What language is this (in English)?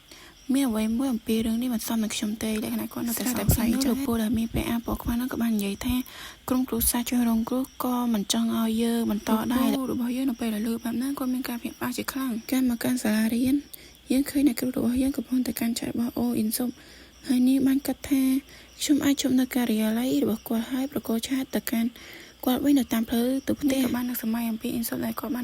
Khmer